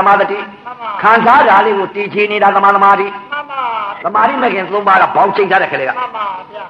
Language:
Burmese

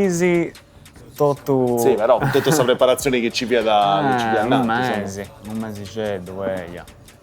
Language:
Sardinian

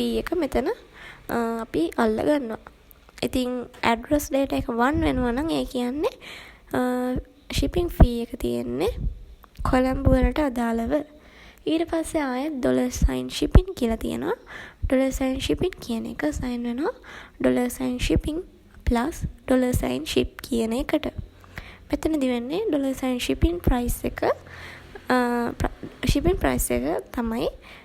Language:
Sinhala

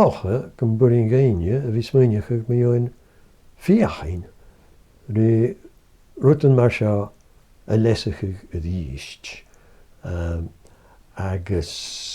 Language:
Scottish Gaelic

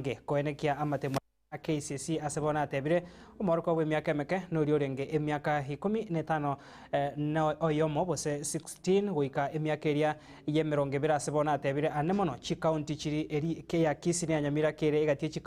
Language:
Gusii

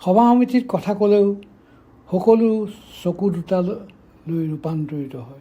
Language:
Assamese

